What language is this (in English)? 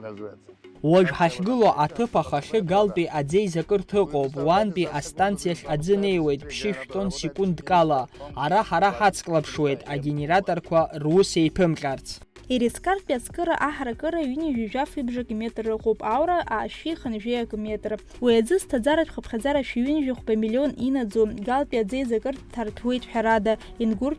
Abkhazian